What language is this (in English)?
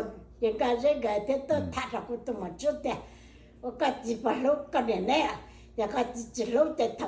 Hmong